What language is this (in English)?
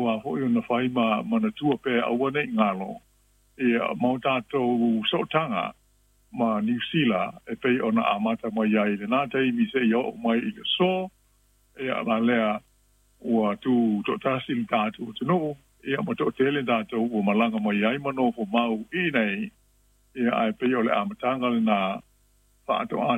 Samoan